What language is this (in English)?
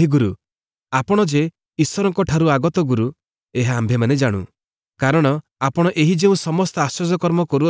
Odia